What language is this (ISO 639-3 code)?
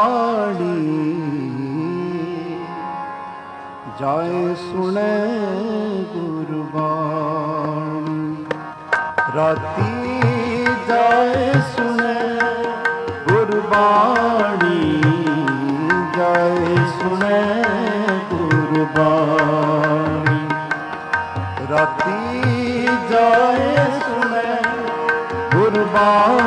pan